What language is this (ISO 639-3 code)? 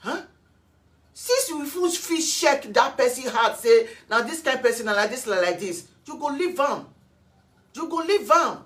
pcm